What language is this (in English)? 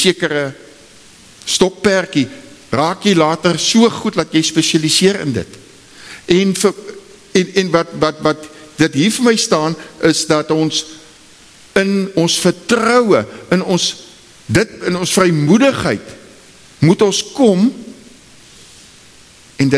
Afrikaans